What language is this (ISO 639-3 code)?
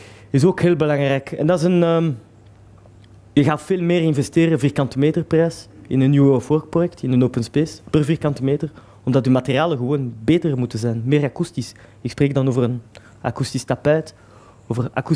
nld